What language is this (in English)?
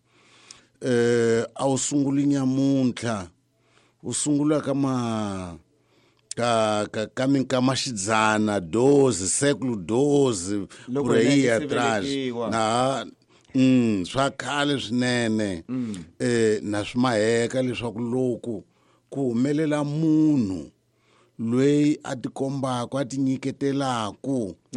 Tsonga